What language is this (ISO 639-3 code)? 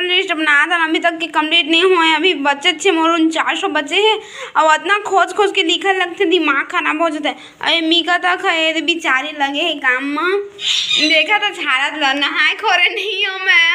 hne